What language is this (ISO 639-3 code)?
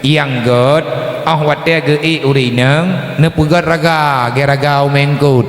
ace